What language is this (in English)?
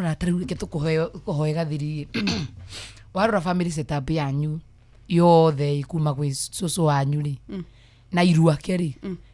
Kikuyu